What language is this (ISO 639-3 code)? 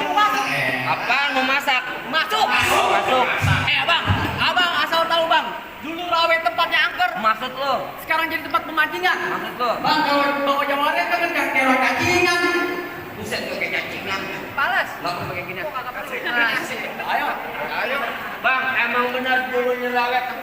bew